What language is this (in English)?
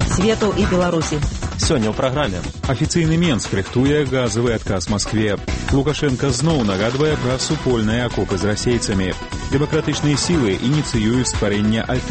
Belarusian